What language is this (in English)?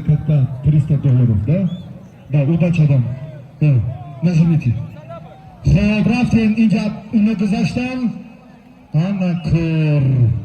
Tajik